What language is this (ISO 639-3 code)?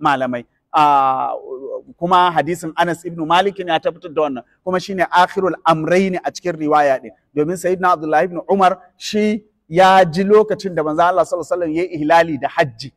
hau